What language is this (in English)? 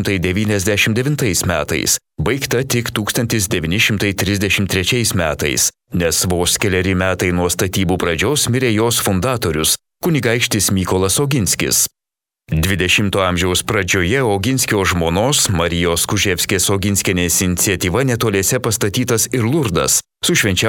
Lithuanian